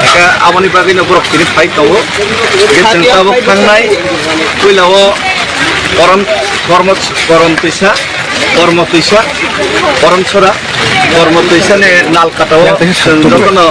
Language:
Kok Borok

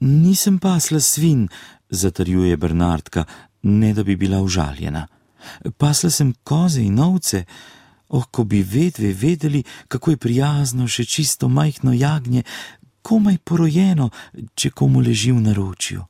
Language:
Slovenian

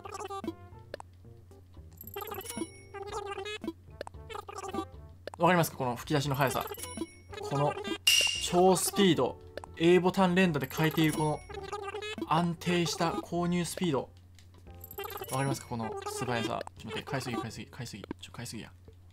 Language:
Japanese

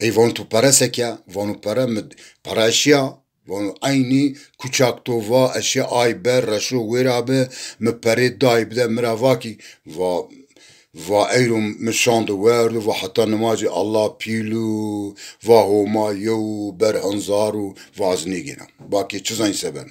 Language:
Zaza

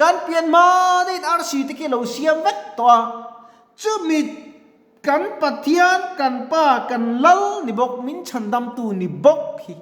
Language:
Mizo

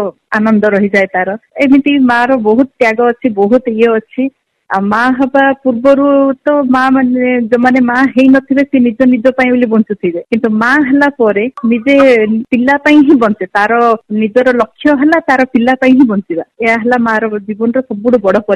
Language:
Odia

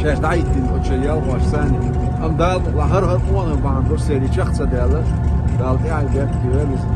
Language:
Chechen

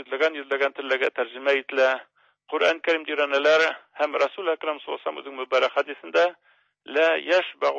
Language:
Tatar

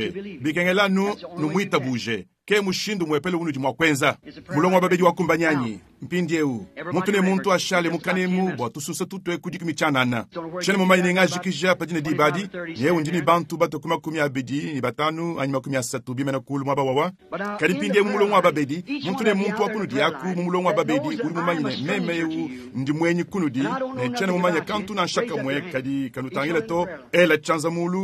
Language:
Luba-Lulua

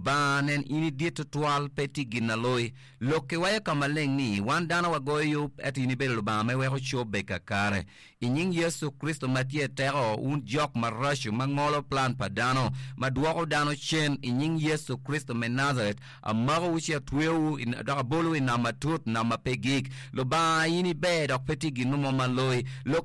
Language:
Acoli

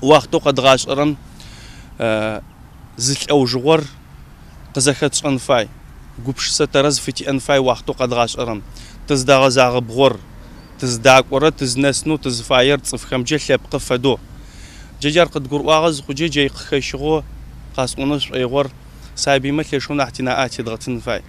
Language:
Adyghe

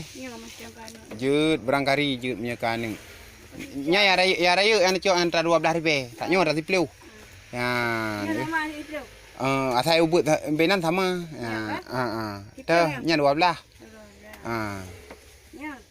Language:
Achinese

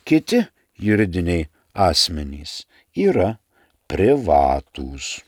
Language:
Lithuanian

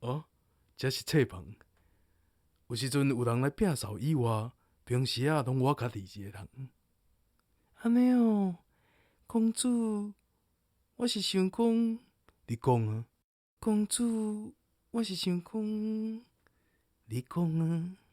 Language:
Min Nan Chinese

